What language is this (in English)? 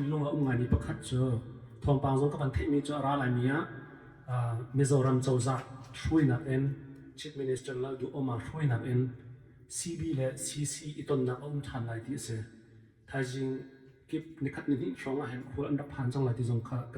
Hakha Chin